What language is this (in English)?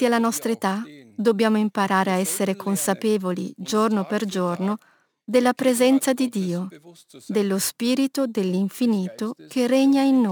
Italian